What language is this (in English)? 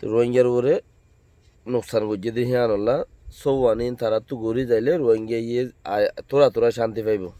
Rohingya